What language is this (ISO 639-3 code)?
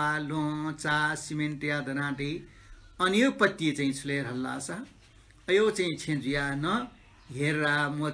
new